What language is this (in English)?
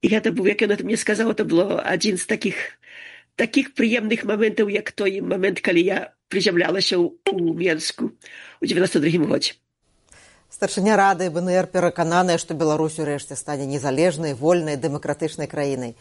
Belarusian